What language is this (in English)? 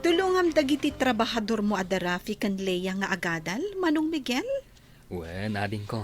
Iloko